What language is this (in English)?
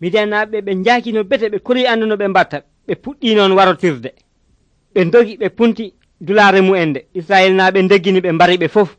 Nigerian Fulfulde